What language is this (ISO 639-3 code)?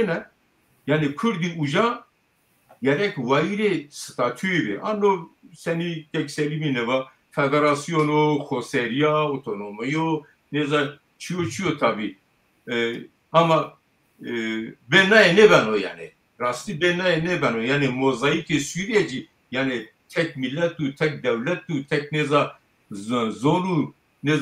zza